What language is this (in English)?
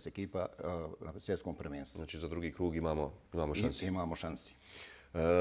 Bosnian